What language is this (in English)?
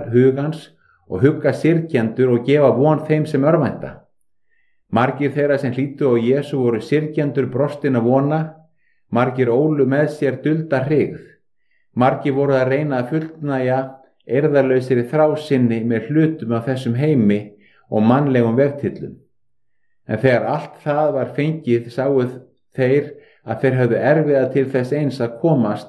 Icelandic